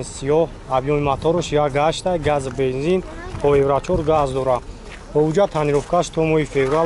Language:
Tajik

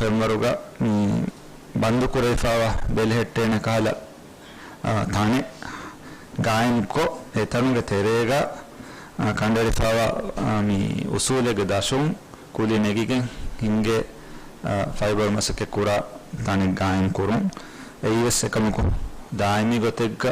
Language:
Divehi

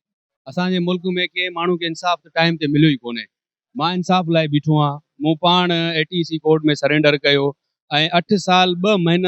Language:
Sindhi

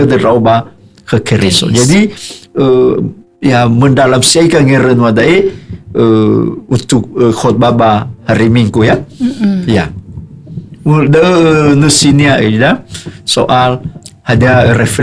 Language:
Nias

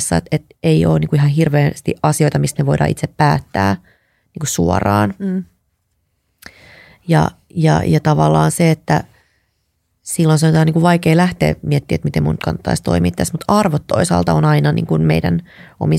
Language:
Finnish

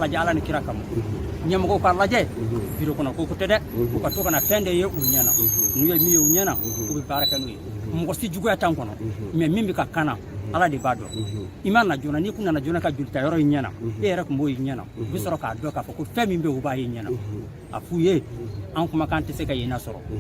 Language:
Bambara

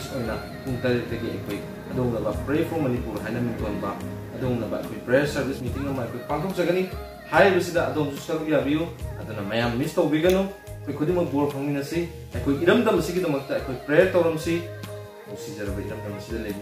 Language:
Manipuri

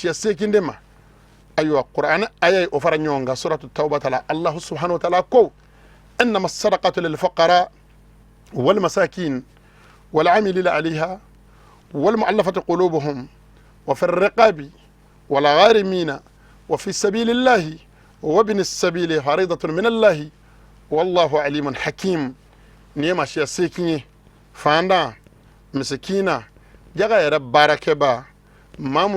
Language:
Bambara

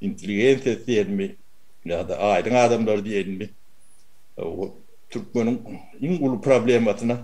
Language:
Turkmen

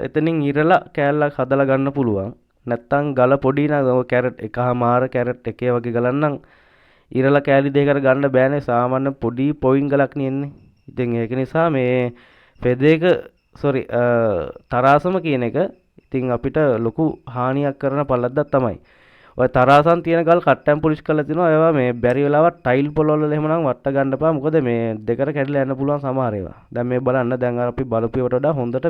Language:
Sinhala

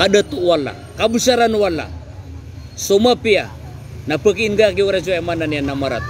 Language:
Maranao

